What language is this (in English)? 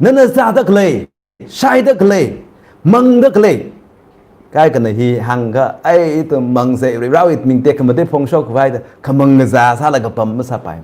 Tangkhul Naga (India)